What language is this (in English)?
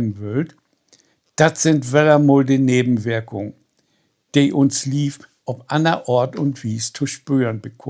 Low German